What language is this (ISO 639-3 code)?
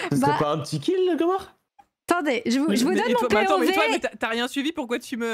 fra